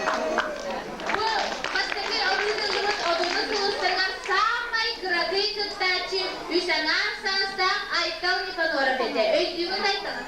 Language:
Yakut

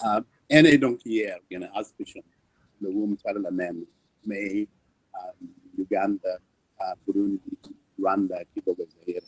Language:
Acoli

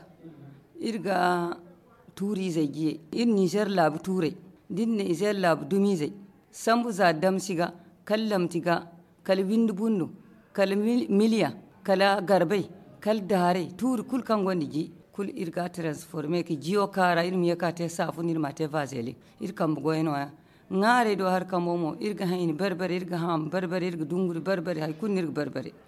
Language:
Zarma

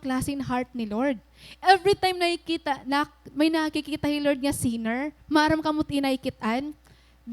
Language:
Waray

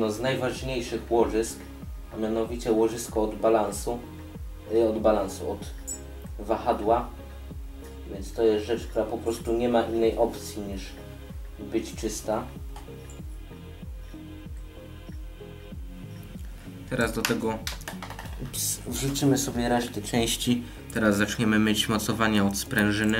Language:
Polish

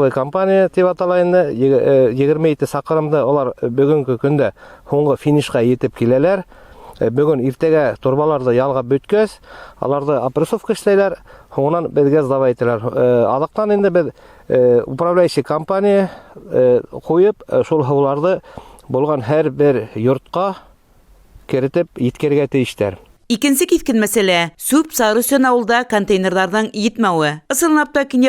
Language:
Bashkir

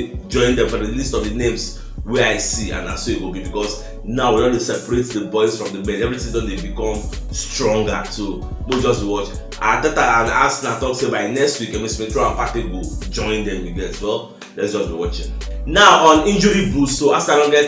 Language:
Nigerian Pidgin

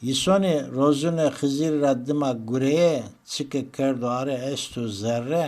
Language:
Zaza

